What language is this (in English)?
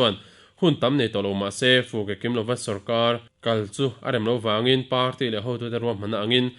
Mizo